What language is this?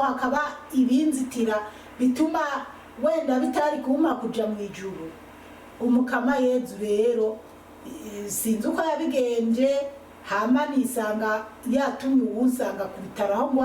Rundi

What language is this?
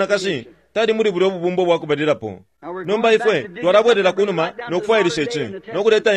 Bemba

